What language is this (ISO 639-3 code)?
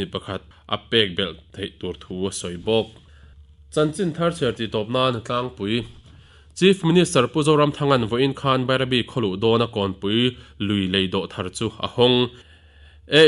lus